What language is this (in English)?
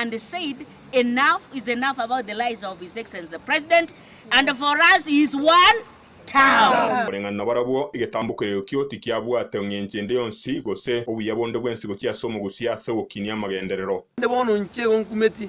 Gusii